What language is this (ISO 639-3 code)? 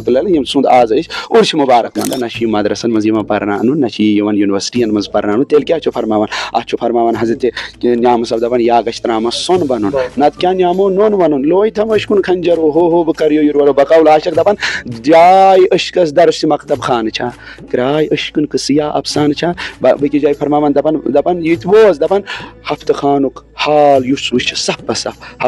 kas